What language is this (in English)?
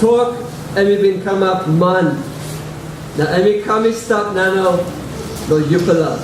Tok Pisin